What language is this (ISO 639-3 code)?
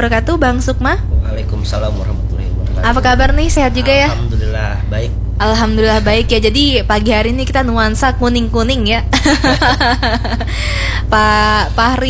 ind